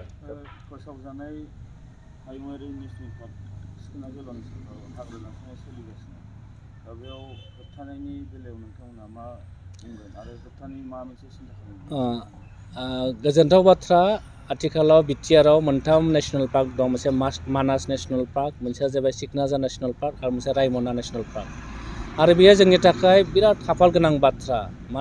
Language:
Bodo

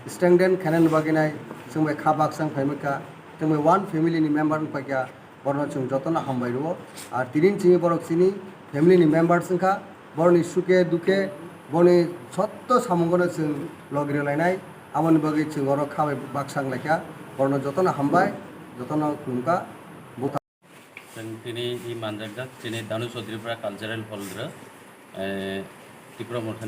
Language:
Kok Borok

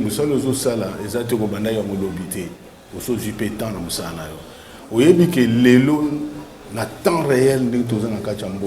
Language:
Lingala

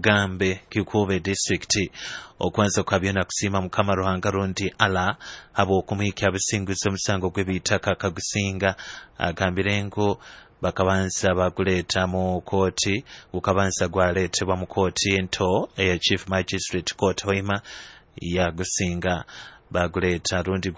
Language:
Nyoro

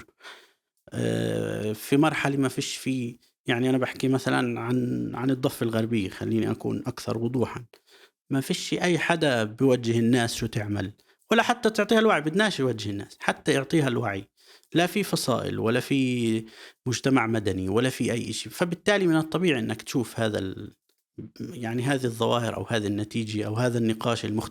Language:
North Levantine Arabic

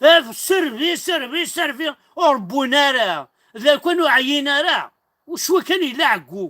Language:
Kabyle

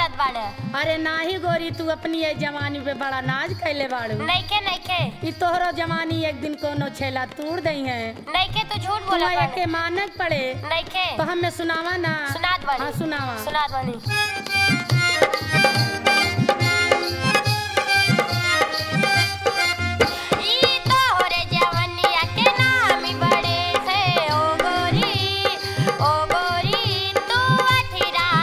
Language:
Bhojpuri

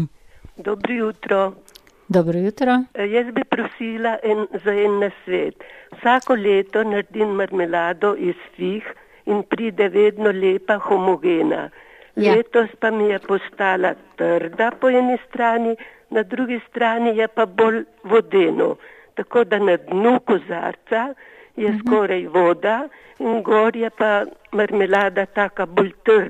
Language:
Slovenian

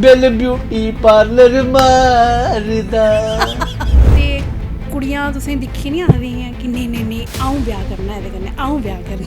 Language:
Dogri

